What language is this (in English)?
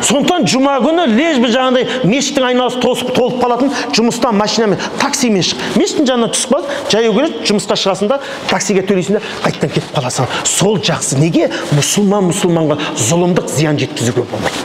Kazakh